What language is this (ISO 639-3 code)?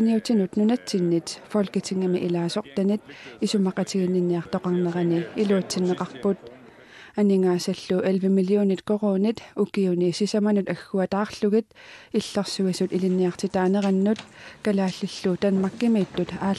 kal